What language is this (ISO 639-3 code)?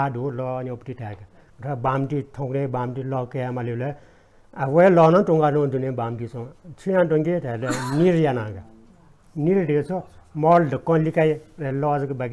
new